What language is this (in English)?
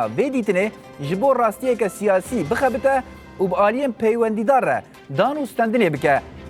Kurdish